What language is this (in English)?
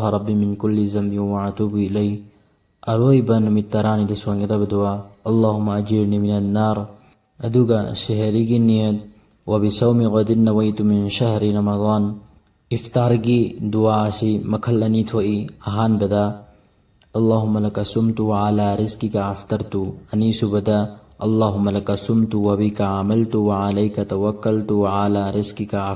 Manipuri